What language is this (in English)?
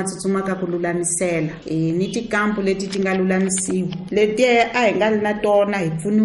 Tsonga